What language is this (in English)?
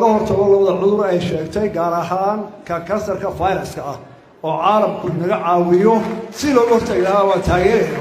Somali